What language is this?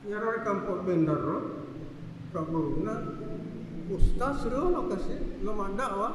Buginese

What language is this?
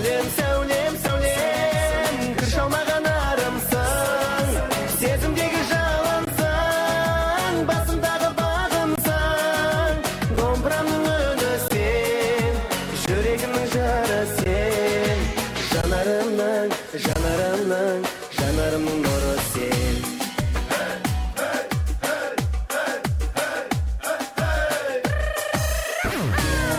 Kazakh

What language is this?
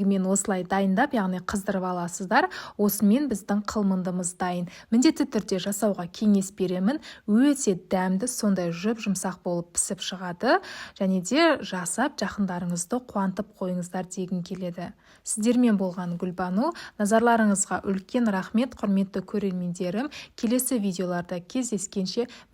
Kazakh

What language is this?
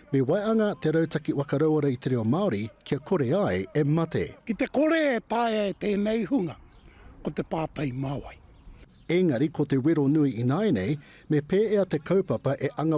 Māori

